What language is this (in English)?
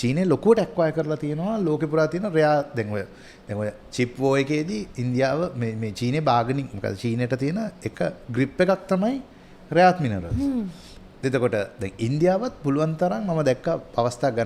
Sinhala